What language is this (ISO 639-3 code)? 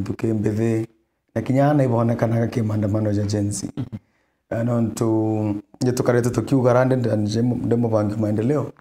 mer